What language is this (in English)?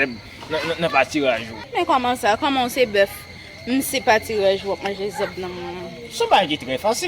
Haitian Creole